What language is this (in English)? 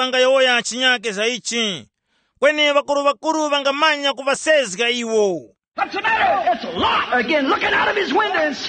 Tumbuka